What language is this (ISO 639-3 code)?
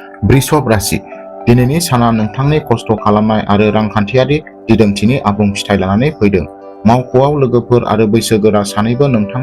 brx